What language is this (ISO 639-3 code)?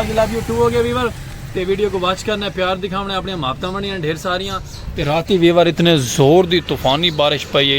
skr